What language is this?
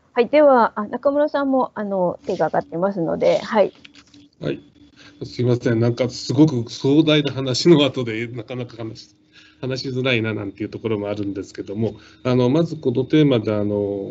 Japanese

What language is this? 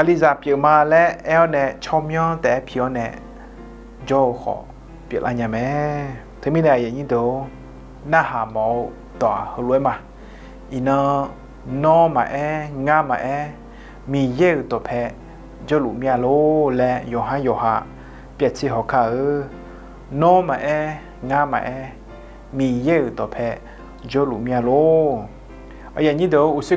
Akha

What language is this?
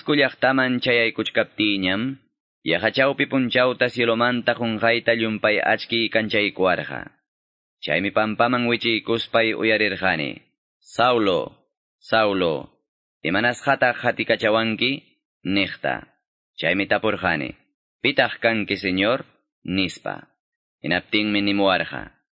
Quechua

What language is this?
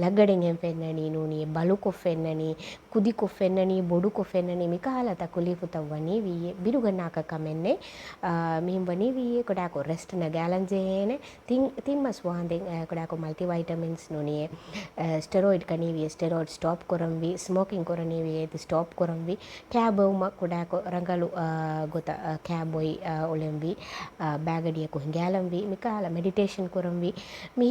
Divehi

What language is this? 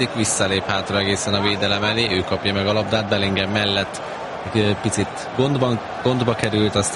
Hungarian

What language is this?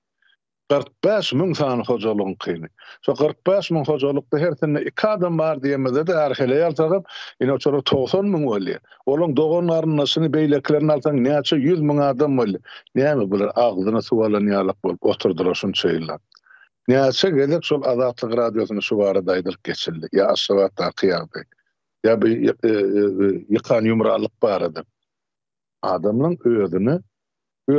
Turkmen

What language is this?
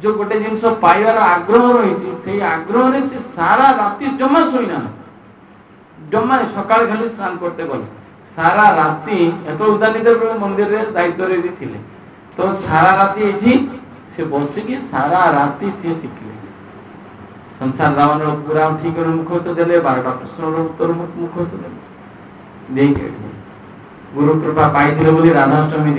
Odia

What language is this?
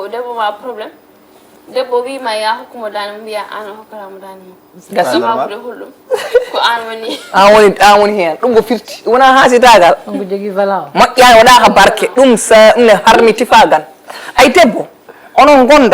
Fula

